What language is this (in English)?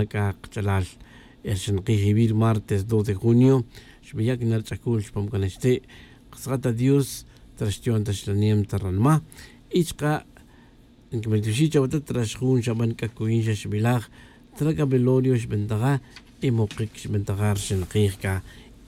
Tz'utujil